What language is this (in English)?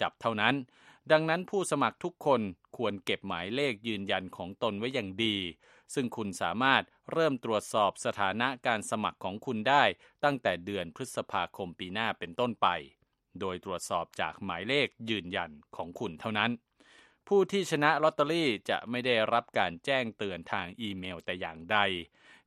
Thai